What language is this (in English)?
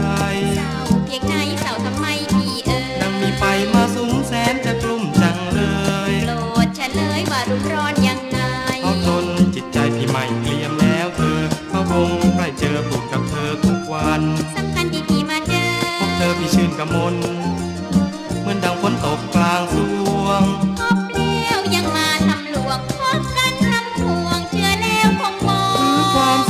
Thai